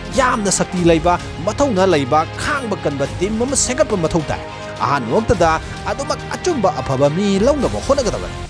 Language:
Manipuri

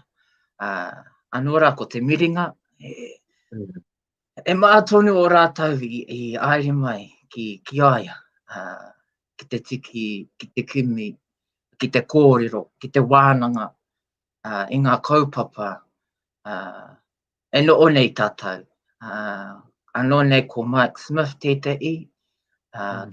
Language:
Māori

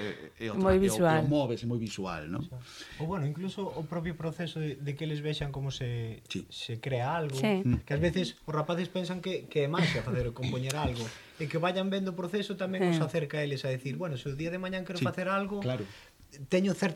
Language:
Galician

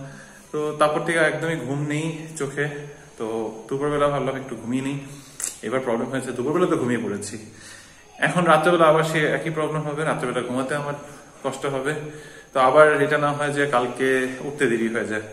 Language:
Bangla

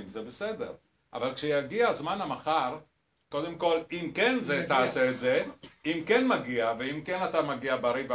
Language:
Hebrew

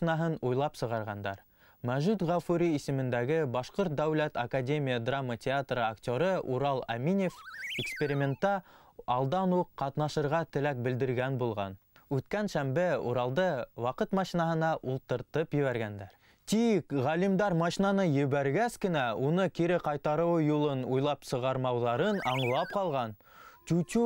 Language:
Bashkir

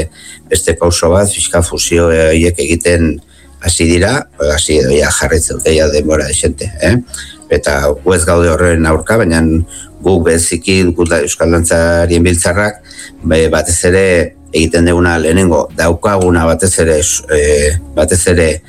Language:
Basque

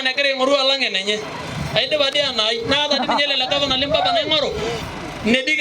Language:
Masai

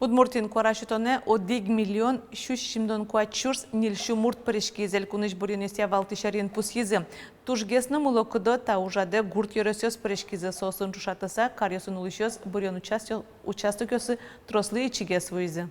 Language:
Udmurt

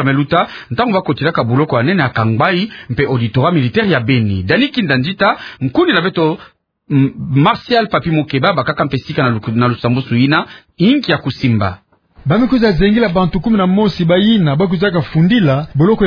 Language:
Kituba (Democratic Republic of Congo)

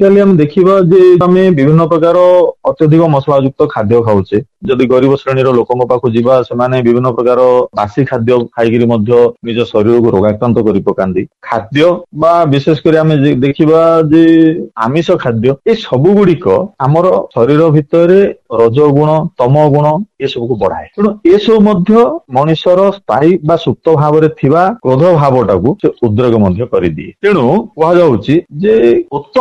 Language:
Odia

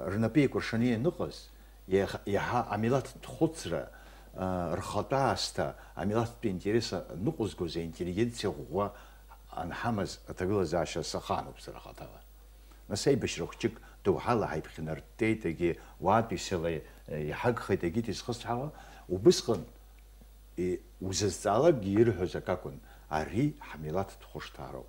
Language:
Abkhazian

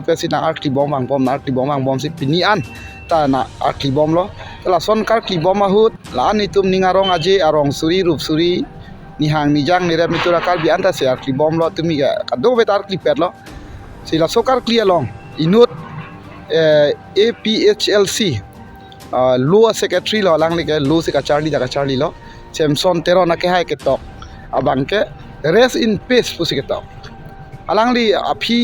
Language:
Karbi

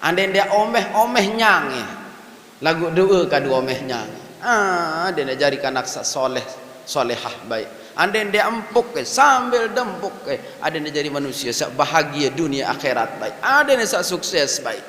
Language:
Sasak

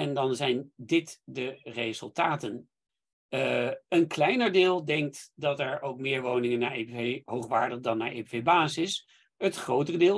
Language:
Dutch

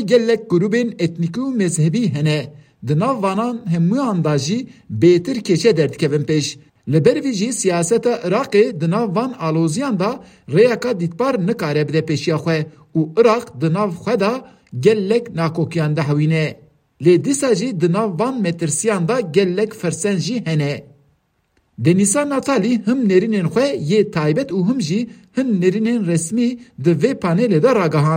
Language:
Kurdish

